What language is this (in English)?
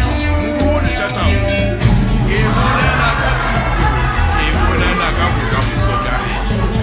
Northern Sotho